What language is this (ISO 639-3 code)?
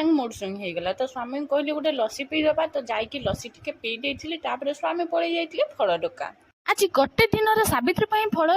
ori